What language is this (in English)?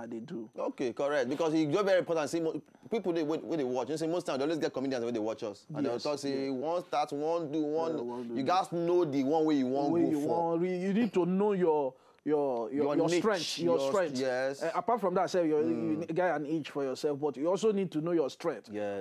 Nigerian Pidgin